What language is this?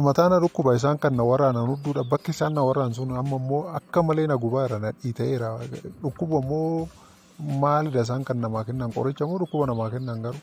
Oromo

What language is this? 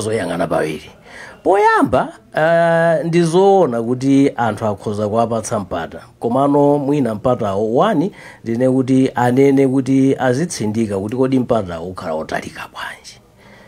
Nyanja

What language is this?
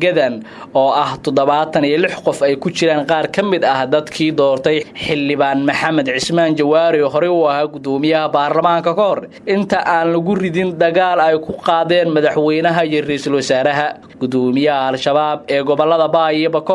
Somali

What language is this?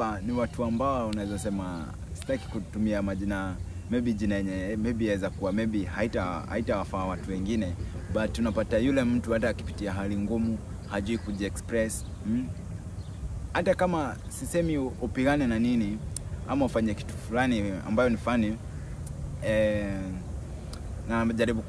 Swahili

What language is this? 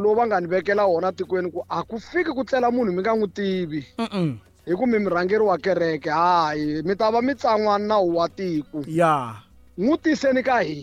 Tsonga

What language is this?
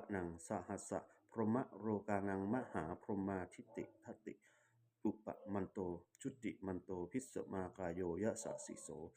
Pali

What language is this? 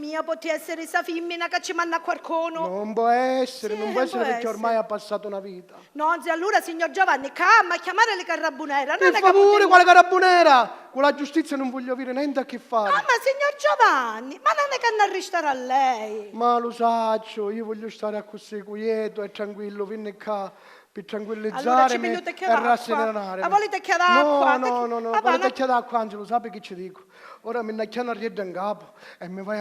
Sicilian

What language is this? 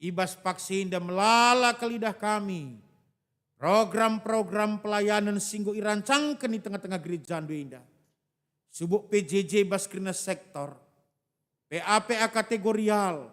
Batak Karo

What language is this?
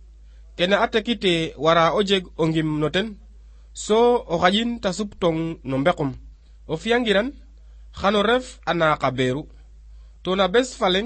Serer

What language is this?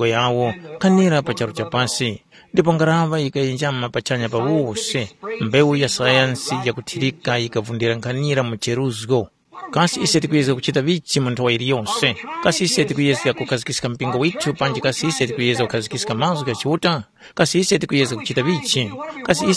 Tumbuka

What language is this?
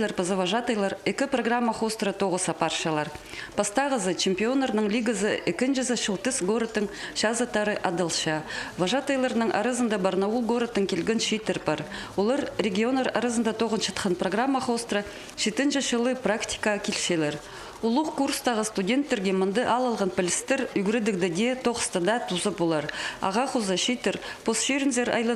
Khakas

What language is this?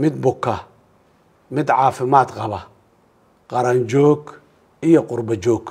Somali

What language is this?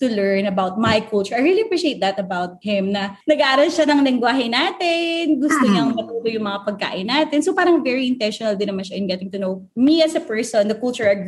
Filipino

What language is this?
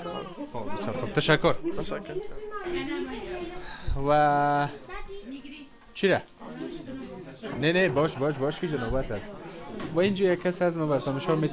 Persian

